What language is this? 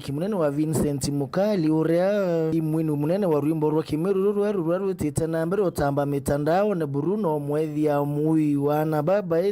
Meru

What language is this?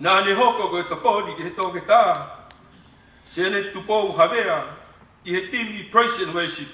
Tongan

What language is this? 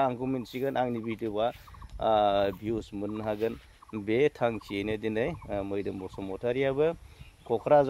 Bodo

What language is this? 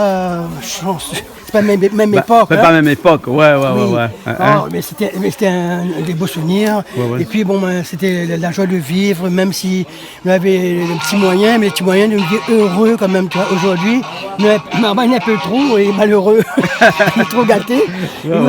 Réunion Creole French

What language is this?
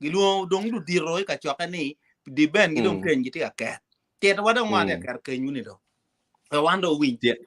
Acoli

